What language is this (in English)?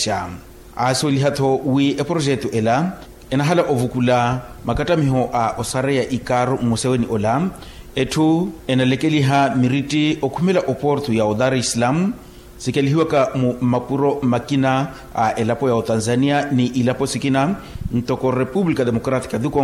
Makhuwa